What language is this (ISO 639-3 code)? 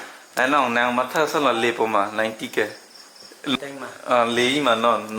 mjw